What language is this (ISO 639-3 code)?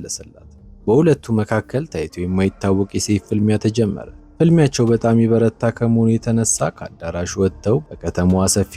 amh